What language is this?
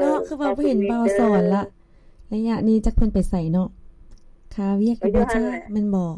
Lao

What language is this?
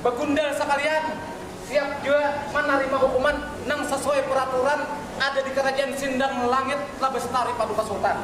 Banjar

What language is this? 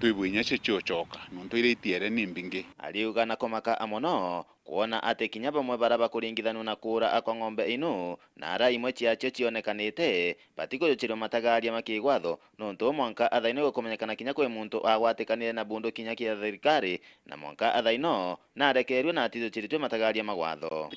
Meru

